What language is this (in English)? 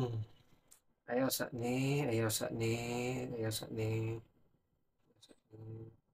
Cebuano